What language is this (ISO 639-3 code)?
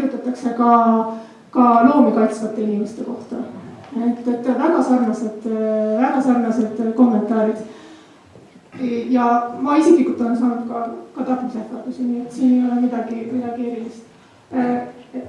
est